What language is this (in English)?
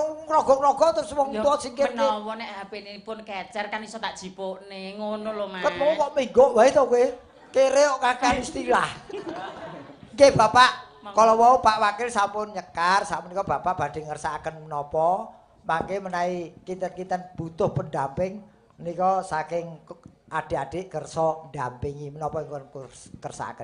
Javanese